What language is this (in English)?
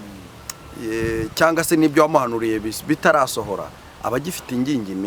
Kinyarwanda